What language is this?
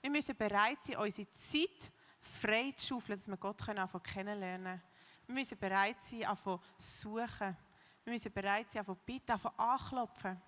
Swiss German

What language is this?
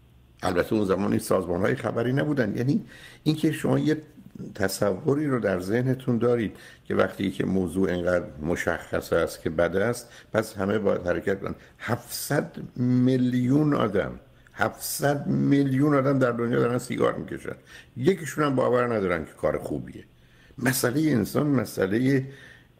Persian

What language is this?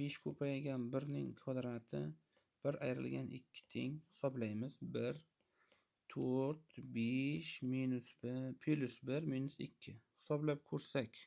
Uzbek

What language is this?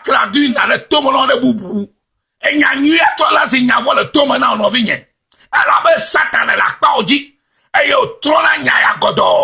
Ewe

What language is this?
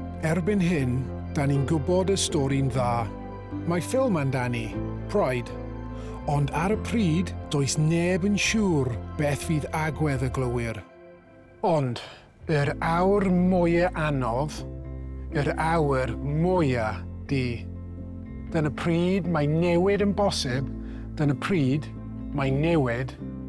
Welsh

